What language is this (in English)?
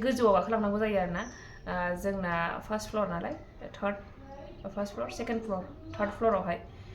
Bodo